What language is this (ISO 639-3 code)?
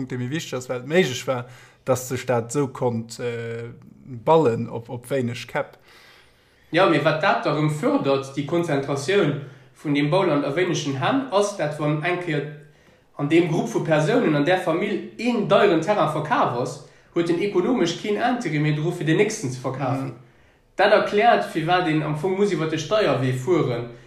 ltz